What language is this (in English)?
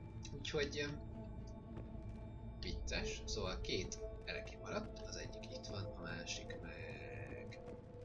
Hungarian